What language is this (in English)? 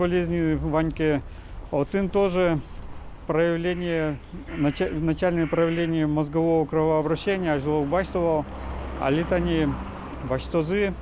Udmurt